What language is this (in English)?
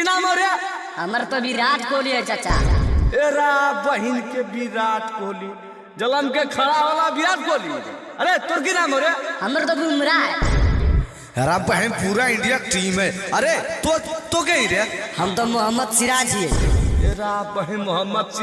Magahi